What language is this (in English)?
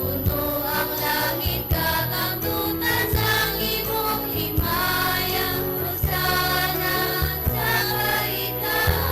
Hiligaynon